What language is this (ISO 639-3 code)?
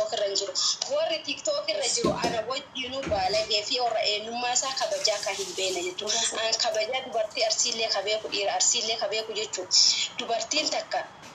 orm